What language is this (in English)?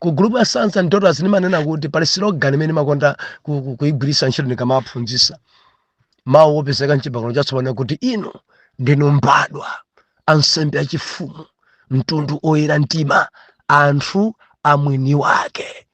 Nyanja